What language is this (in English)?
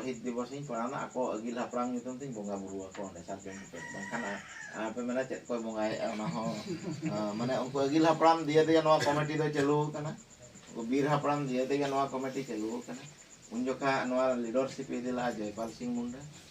Santali